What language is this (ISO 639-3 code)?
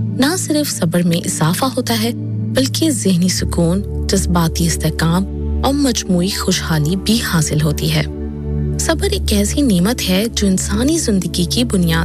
urd